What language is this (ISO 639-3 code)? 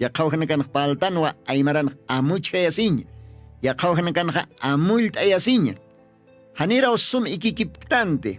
aym